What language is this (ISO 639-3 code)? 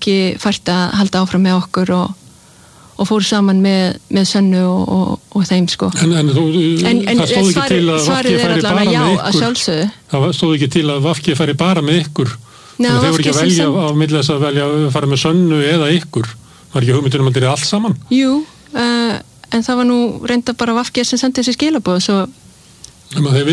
isl